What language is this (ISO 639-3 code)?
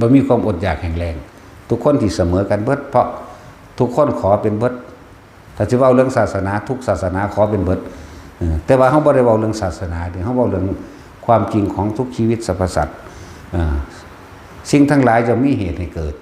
tts